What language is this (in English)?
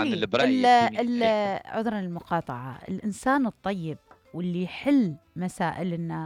Mesopotamian Arabic